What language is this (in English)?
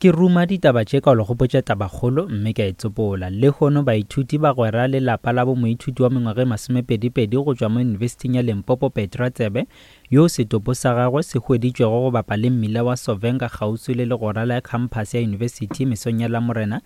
Northern Sotho